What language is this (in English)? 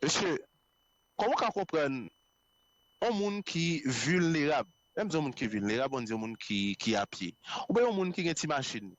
Haitian Creole